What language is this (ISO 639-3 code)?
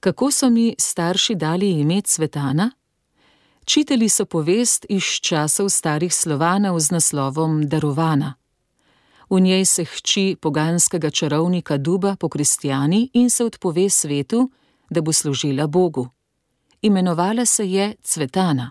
slv